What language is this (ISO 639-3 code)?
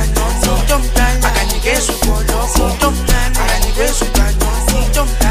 swa